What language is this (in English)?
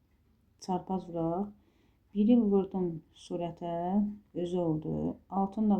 Azerbaijani